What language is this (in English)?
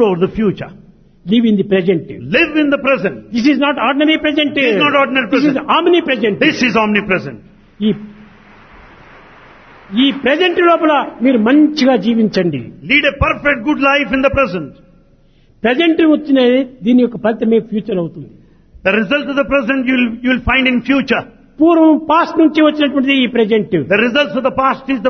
Telugu